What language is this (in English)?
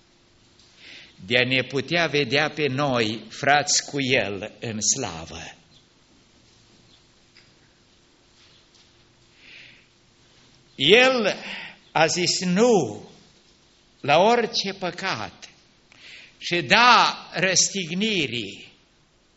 Romanian